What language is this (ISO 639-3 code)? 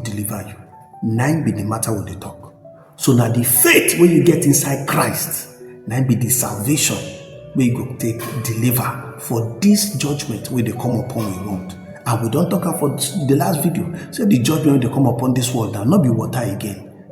pcm